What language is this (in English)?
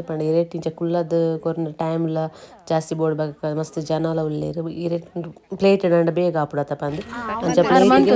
Tulu